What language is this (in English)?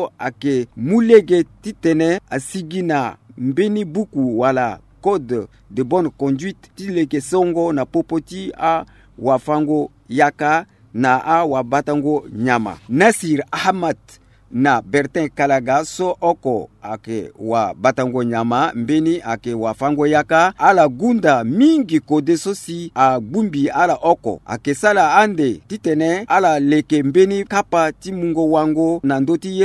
Sango